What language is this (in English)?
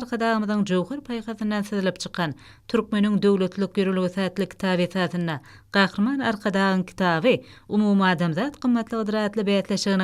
Turkmen